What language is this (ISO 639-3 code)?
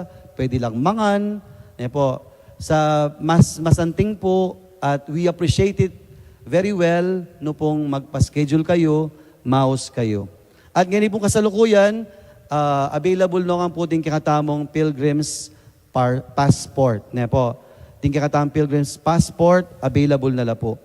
pam